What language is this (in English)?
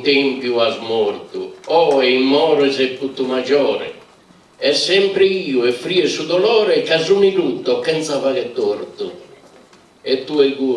Sardinian